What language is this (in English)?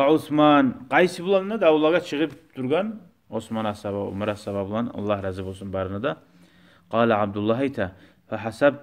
Kumyk